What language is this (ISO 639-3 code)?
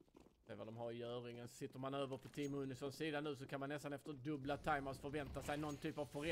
swe